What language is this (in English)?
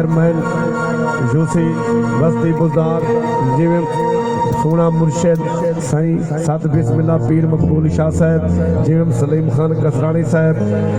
Saraiki